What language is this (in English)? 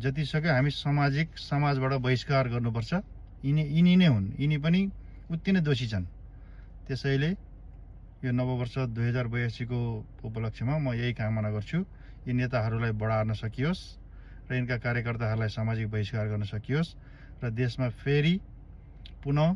Nepali